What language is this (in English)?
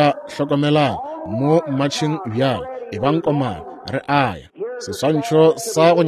Northern Sotho